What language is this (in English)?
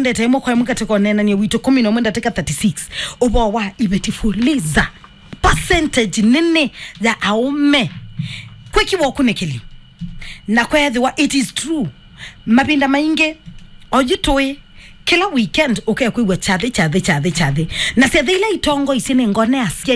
Kamba